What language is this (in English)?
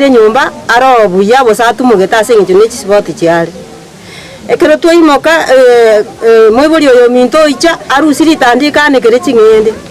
Gusii